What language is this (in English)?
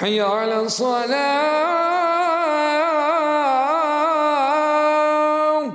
Crimean Tatar